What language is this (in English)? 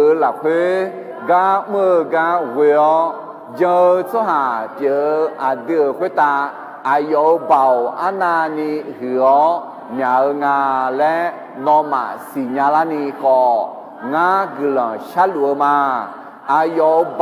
Akha